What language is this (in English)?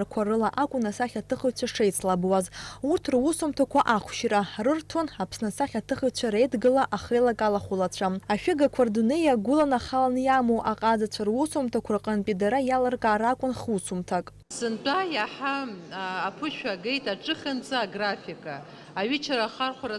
Abkhazian